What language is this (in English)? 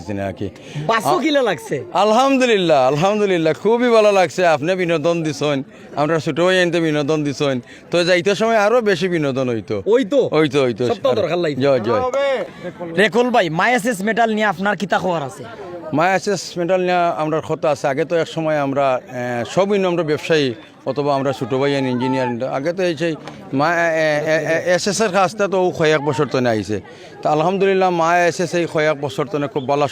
Sylheti